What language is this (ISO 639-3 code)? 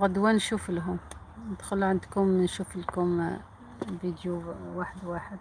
arq